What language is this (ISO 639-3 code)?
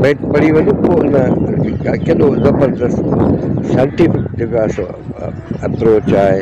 snd